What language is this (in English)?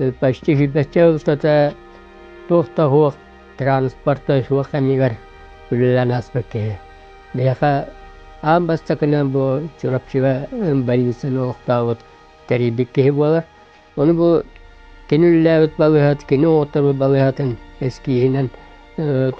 Yakut